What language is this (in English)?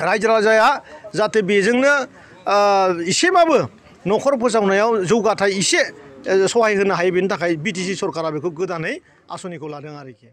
Bodo